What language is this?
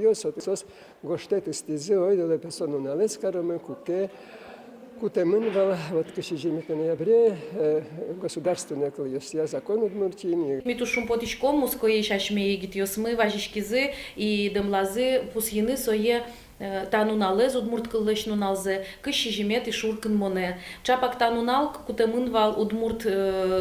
Udmurt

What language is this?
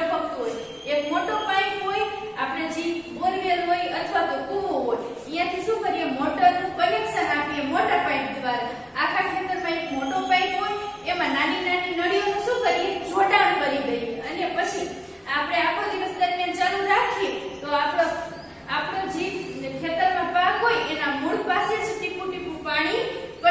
Gujarati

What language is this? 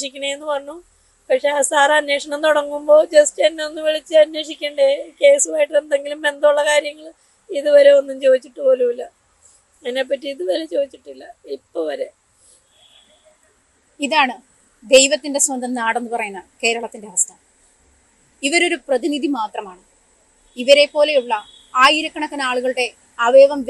Malayalam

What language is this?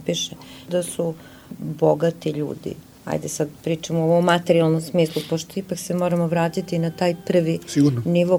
Serbian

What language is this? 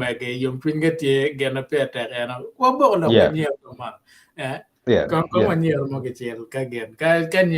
Acoli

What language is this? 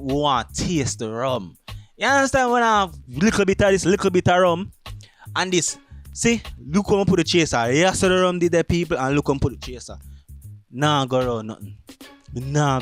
Jamaican Creole English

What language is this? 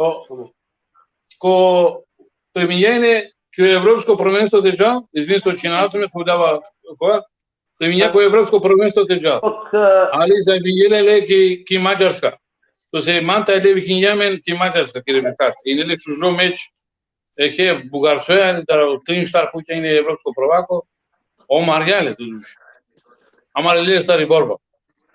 Balkan Romani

